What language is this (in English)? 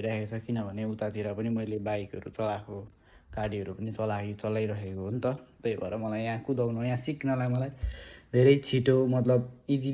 Nepali